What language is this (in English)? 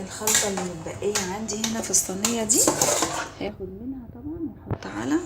Egyptian Arabic